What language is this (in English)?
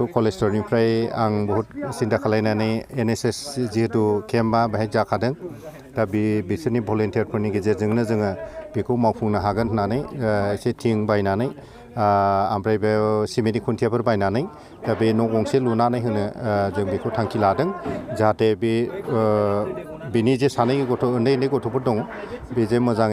Bodo